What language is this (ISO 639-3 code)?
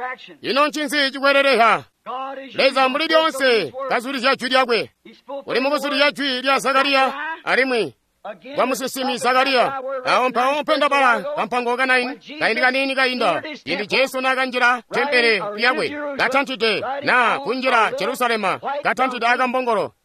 toi